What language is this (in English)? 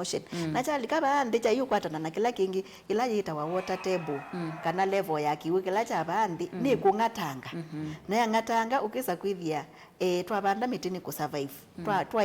Kamba